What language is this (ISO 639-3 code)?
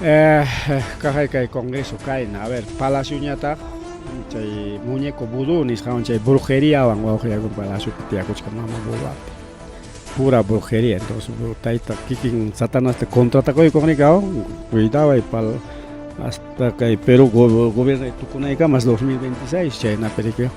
quy